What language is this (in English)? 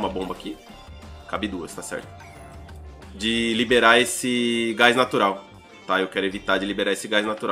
Portuguese